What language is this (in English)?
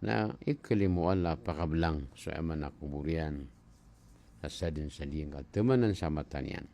Maranao